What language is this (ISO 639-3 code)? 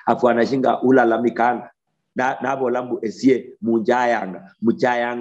luy